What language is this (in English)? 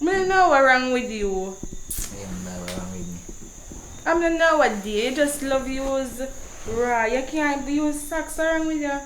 Jamaican Creole English